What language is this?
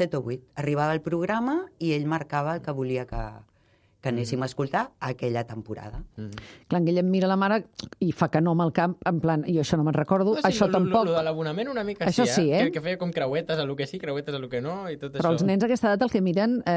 Catalan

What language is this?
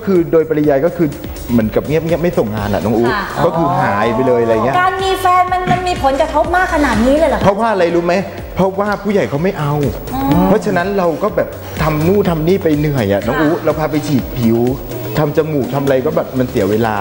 Thai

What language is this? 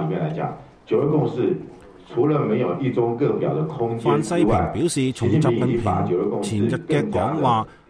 Cantonese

